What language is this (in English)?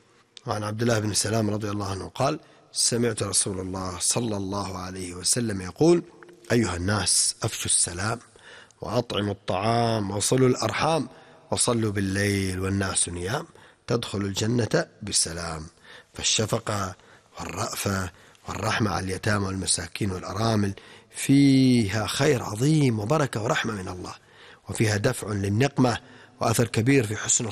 Arabic